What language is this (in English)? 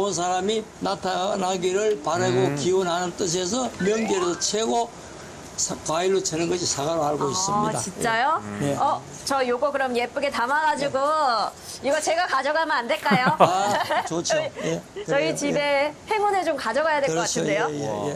Korean